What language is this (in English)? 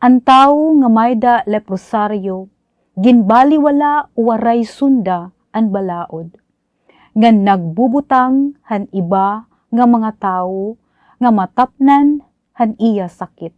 Waray